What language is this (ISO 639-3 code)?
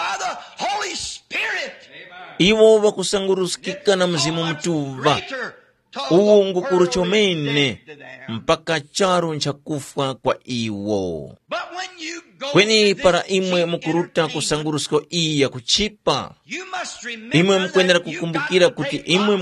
tum